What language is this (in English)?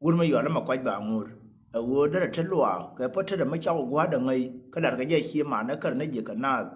Nuer